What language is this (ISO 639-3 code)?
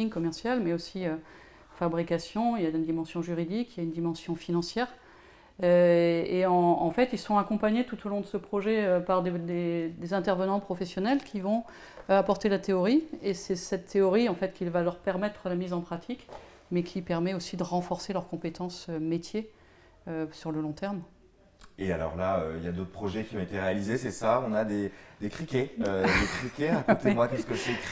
fra